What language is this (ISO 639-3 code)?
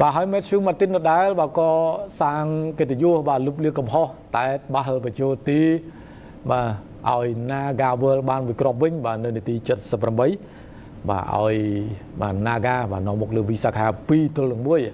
khm